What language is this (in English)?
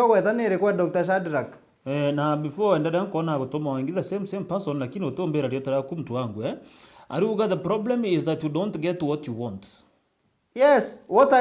Meru